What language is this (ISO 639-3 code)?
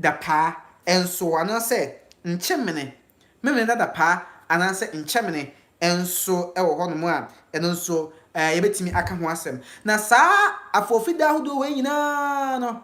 aka